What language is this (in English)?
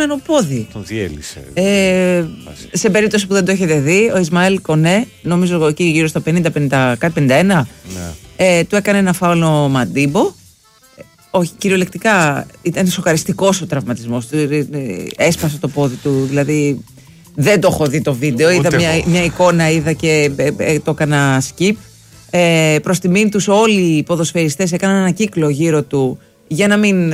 Greek